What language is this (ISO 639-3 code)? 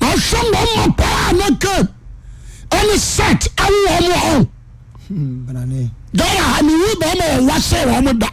aka